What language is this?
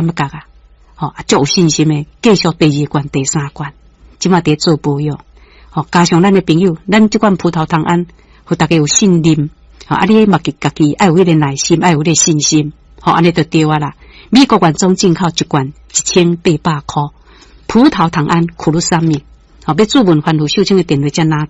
Min Nan Chinese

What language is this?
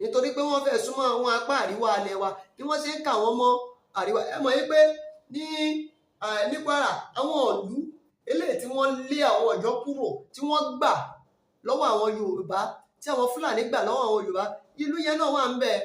Yoruba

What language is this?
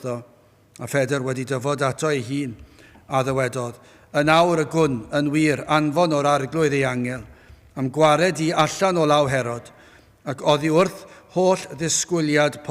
Welsh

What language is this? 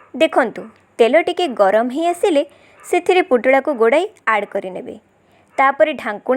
Odia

